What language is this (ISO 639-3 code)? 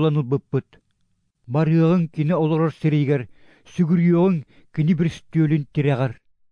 sah